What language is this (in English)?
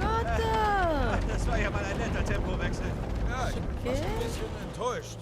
Swiss German